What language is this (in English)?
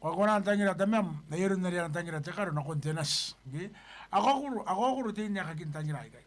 Gilbertese